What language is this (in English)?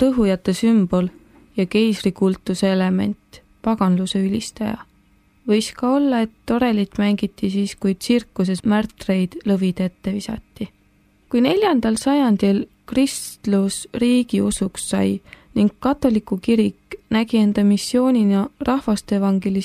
Estonian